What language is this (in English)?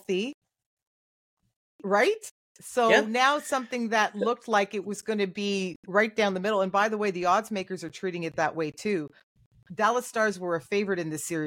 English